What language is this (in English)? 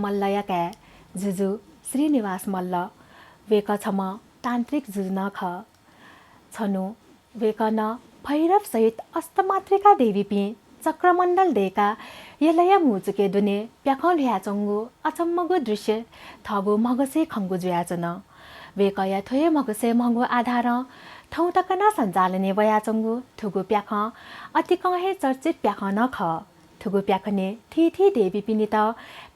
Newari